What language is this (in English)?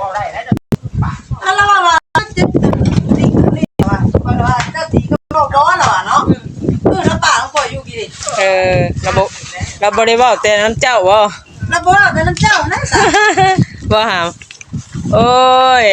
Northeastern Thai